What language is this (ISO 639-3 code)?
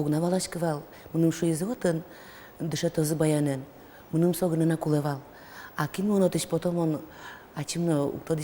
udm